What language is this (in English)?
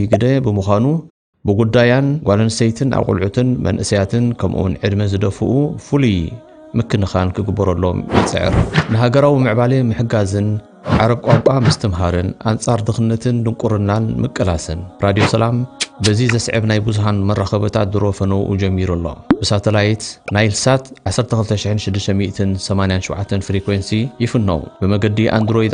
Tigrinya